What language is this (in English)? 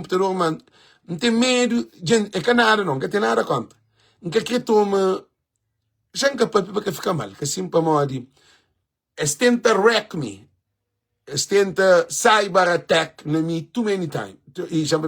Kabuverdianu